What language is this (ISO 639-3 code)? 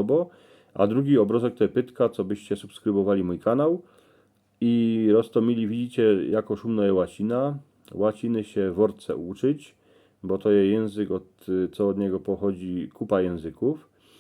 szl